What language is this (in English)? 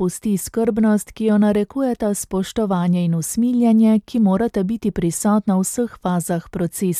Slovenian